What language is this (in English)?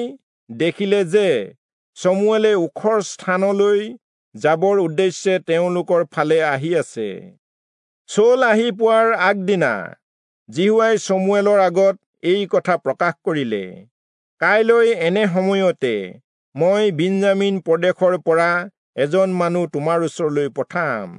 Assamese